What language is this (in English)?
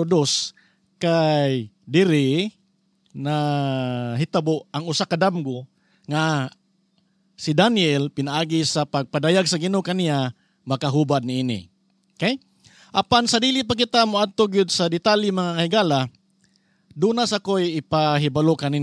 Cebuano